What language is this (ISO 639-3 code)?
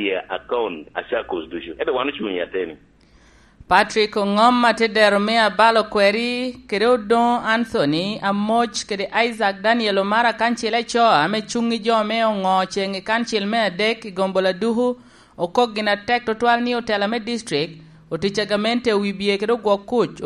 laj